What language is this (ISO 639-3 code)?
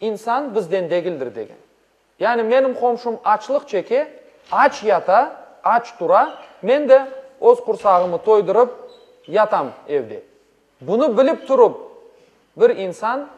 crh